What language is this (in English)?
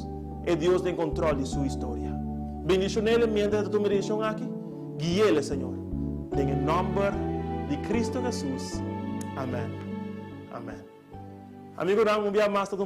Papiamento